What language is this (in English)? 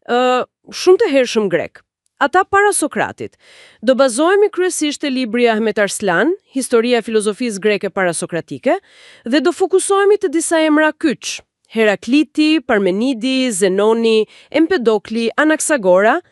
Albanian